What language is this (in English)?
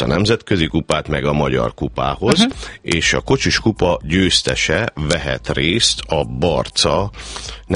Hungarian